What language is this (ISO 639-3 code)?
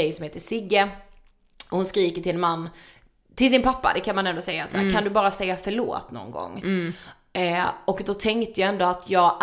swe